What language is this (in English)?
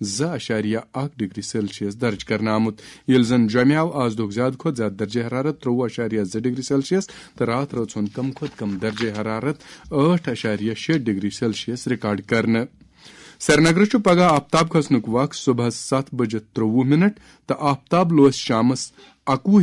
Kashmiri